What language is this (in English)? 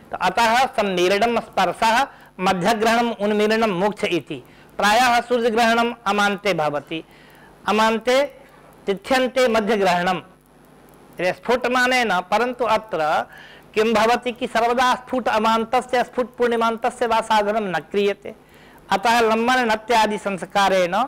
Sanskrit